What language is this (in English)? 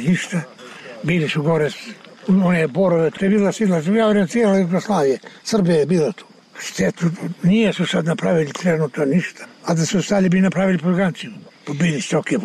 Bosnian